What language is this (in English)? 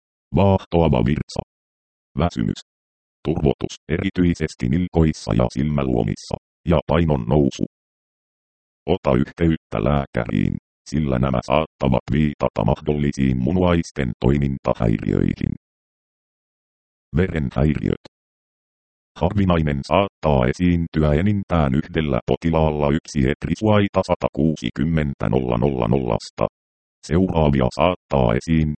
Finnish